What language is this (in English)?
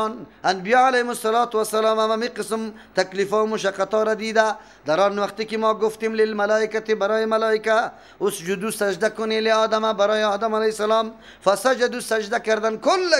Persian